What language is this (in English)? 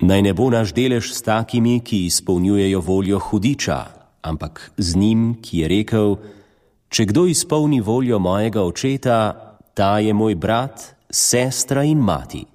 Slovenian